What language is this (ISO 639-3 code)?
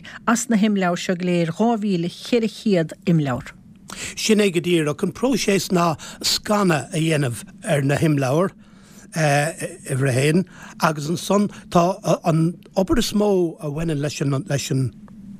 gle